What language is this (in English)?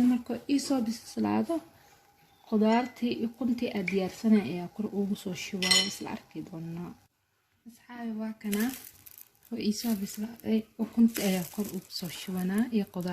Somali